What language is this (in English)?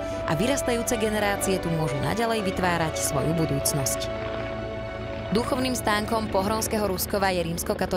Slovak